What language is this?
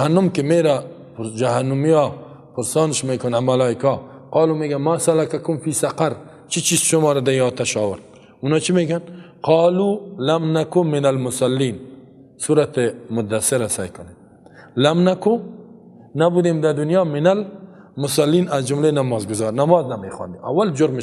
Persian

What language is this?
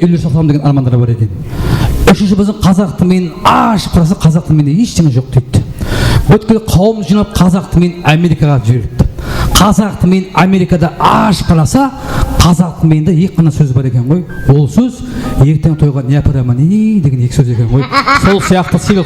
Kara-Kalpak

